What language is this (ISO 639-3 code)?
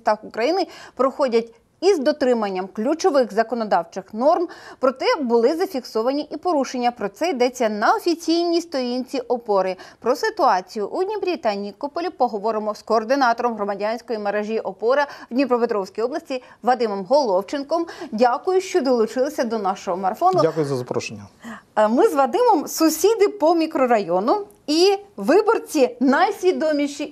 ukr